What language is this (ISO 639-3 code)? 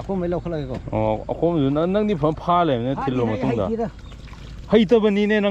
mni